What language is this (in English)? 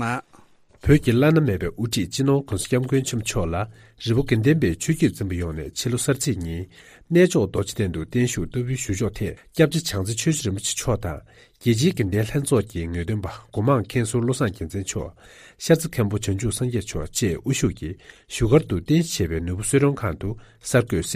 Tibetan